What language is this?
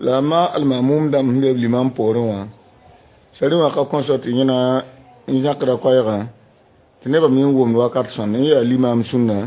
Mossi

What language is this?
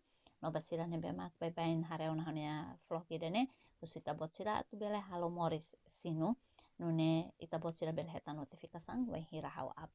Tetum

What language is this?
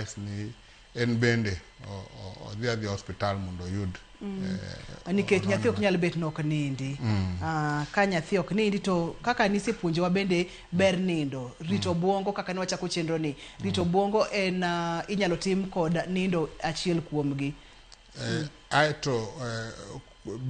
Luo (Kenya and Tanzania)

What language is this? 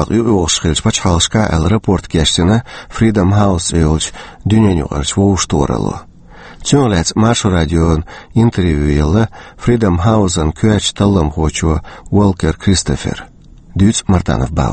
Chechen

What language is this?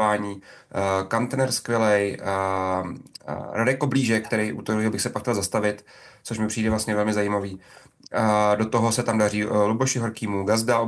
Czech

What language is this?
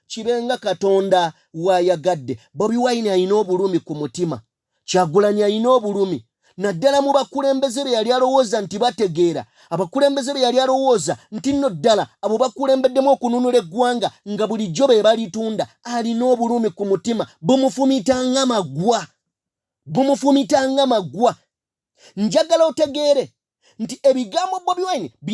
Ganda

